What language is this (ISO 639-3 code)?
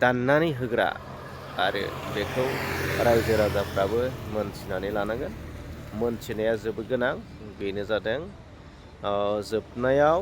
brx